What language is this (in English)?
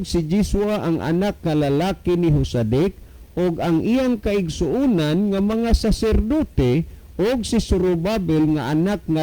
Cebuano